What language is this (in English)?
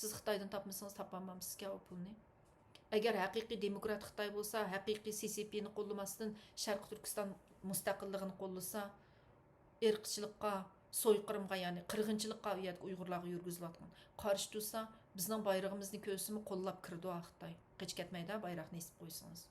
Uyghur